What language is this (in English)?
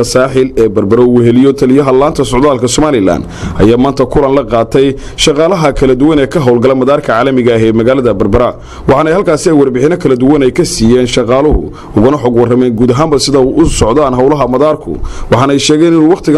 Somali